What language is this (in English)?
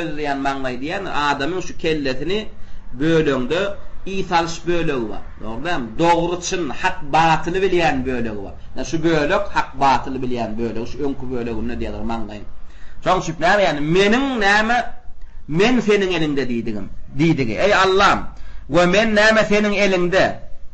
Turkmen